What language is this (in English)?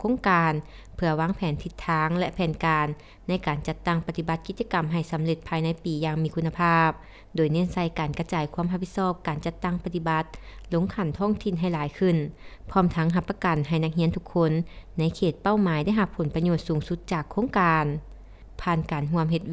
Lao